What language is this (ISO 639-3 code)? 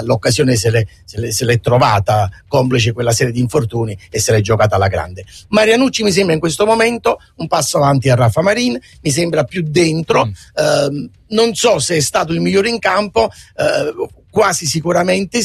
ita